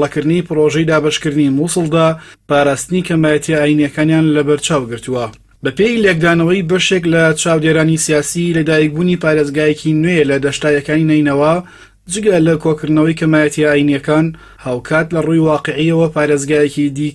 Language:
Central Kurdish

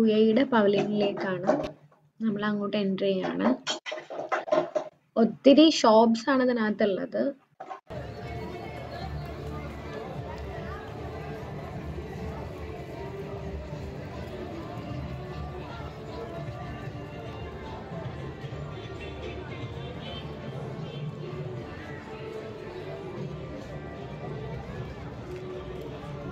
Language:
Malayalam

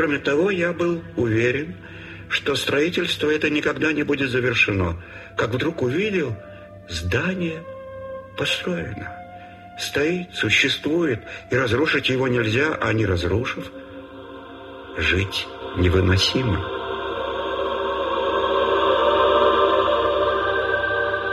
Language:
Russian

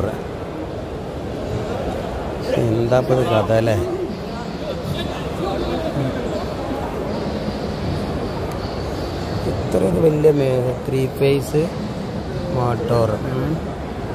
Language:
Malayalam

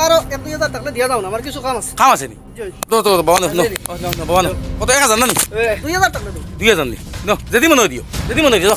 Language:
Sylheti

